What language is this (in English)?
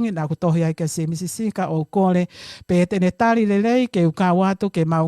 Tongan